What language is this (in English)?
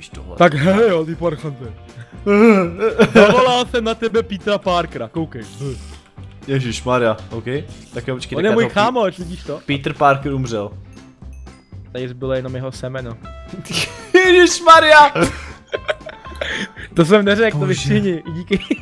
Czech